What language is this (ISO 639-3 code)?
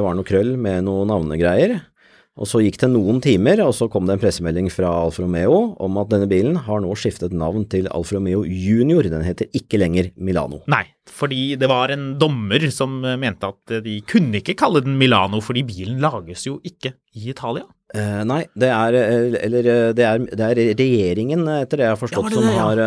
nor